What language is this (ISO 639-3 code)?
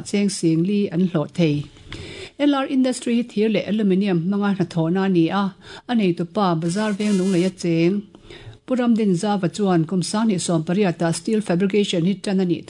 lus